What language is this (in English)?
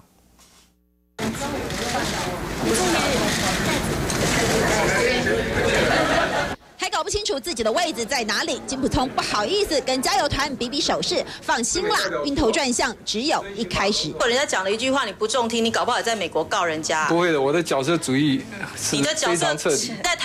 Chinese